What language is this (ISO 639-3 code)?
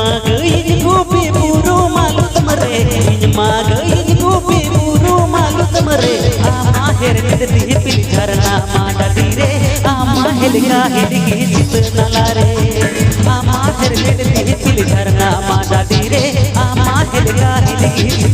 sat